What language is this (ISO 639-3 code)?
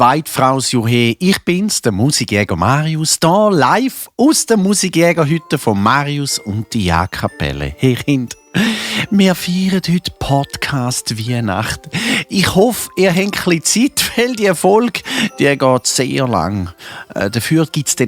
gsw